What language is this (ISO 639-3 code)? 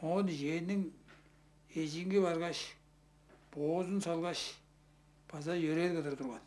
tyv